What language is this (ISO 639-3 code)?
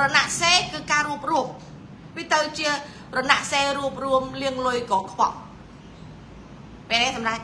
khm